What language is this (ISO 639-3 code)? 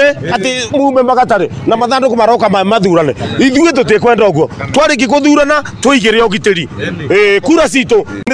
kik